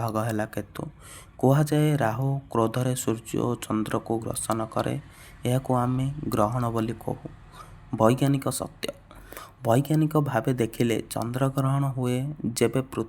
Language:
Odia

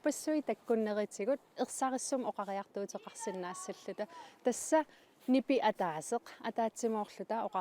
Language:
Kalaallisut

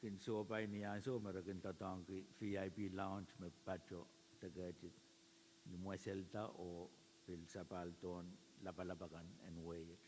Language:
Pohnpeian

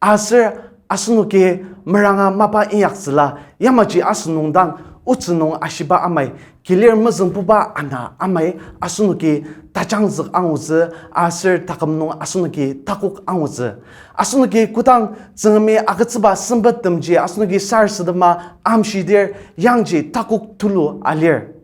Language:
Ao Naga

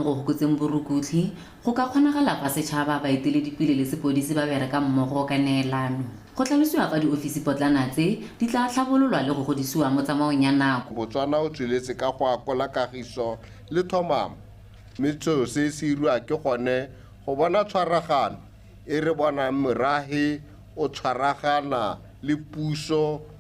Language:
Tswana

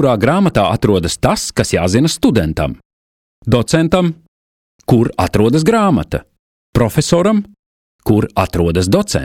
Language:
Latvian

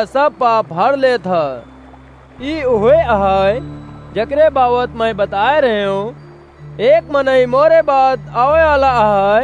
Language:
Awadhi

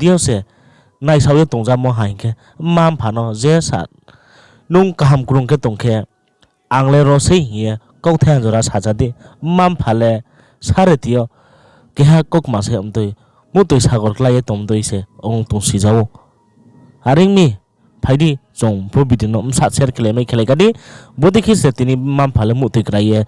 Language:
Riang (India)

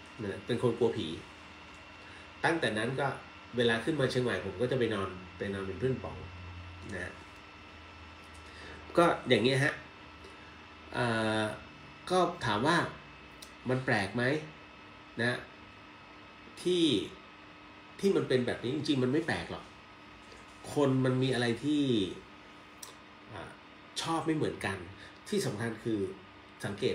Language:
Thai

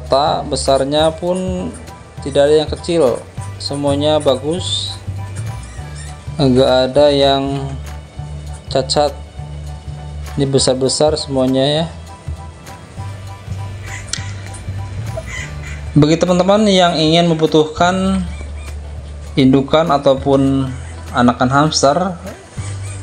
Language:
Indonesian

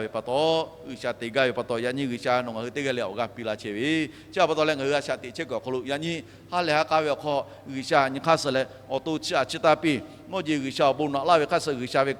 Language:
Lahu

